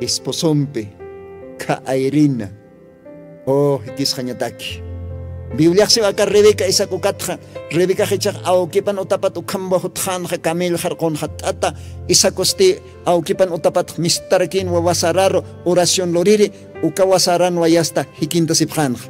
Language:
Aymara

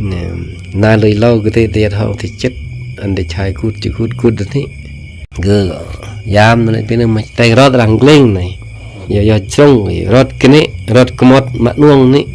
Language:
Khmu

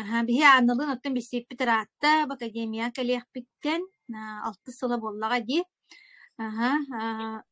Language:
Yakut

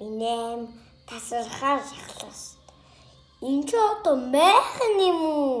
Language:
Mongolian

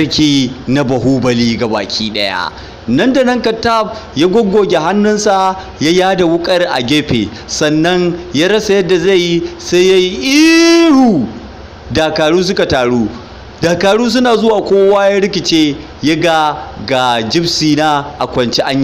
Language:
Hausa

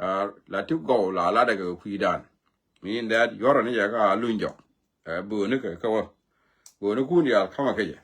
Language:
Nuer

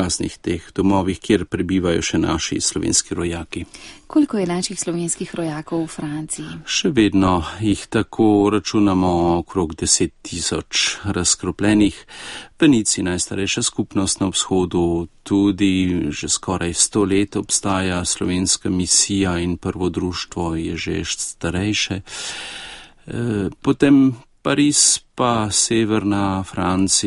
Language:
Slovenian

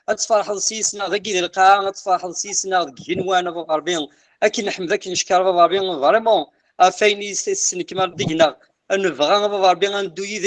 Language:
Kabyle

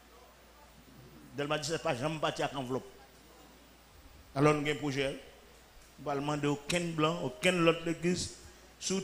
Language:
French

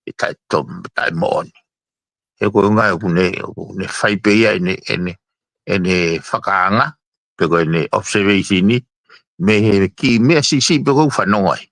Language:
Tongan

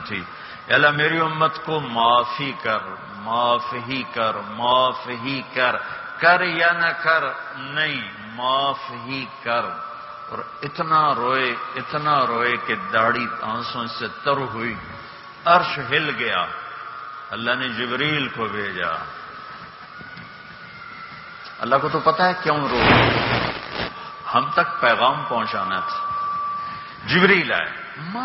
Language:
Urdu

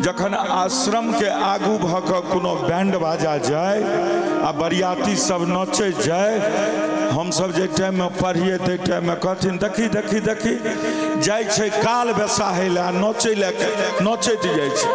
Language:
Maithili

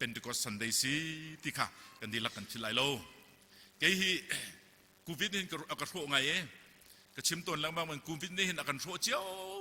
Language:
Hakha Chin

